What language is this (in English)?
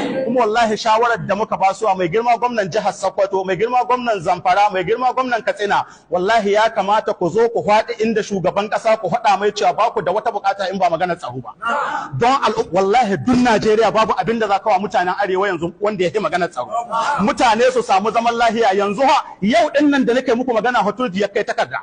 Hausa